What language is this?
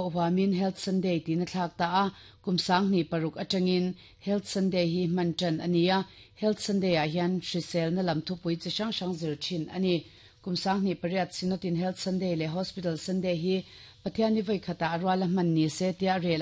Mizo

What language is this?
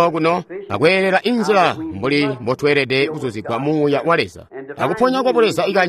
Tonga (Zambia)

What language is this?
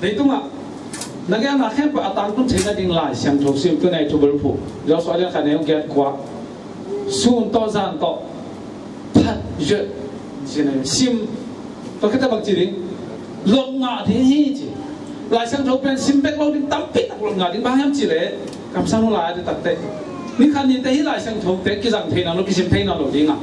Tedim Chin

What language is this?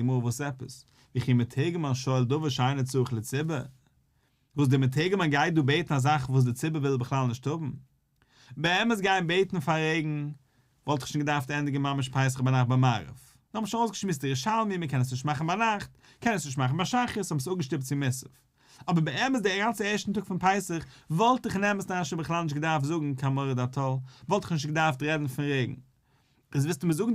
Yiddish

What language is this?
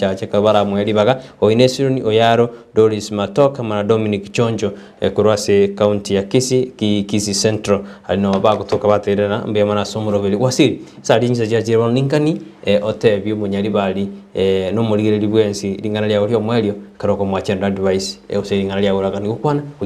Gusii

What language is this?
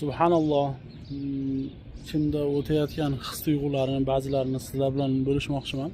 Uzbek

